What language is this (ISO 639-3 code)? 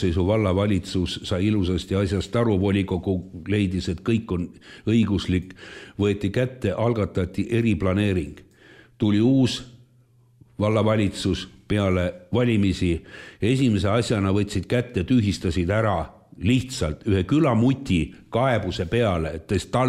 est